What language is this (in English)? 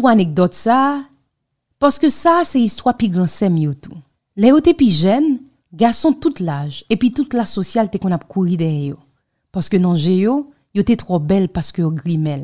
Haitian Creole